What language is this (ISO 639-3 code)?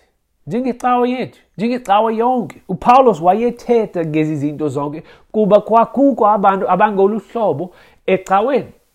xho